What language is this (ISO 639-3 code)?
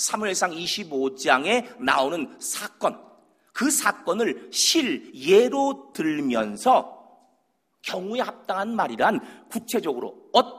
kor